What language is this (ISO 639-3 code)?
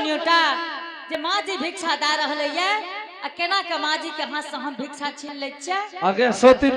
anp